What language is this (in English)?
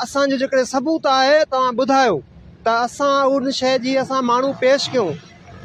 Sindhi